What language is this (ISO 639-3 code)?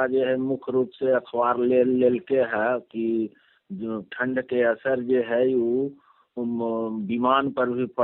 mag